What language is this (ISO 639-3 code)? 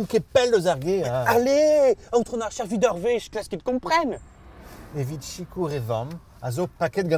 bre